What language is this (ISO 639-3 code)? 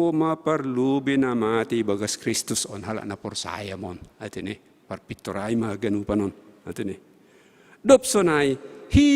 bts